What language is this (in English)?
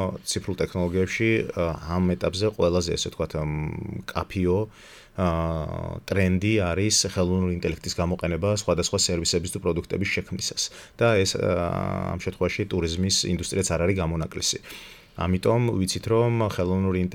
Georgian